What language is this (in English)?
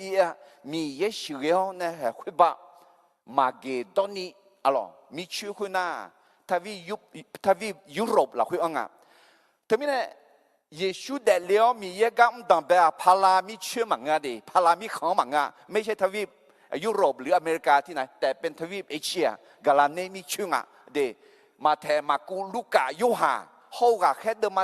Akha